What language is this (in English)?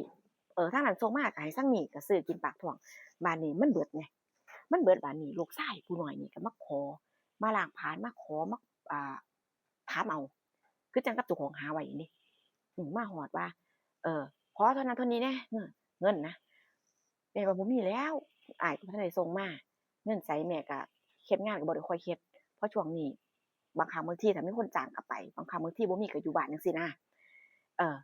Northeastern Thai